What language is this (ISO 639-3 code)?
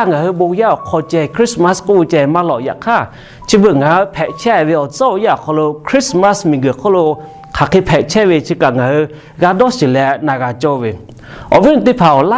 lhu